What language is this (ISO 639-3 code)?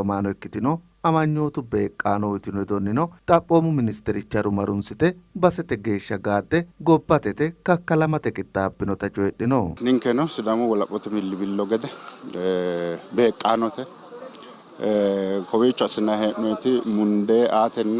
sid